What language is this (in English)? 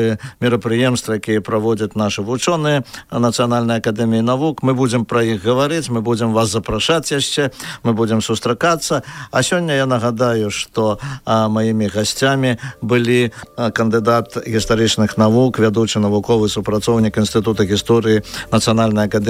Belarusian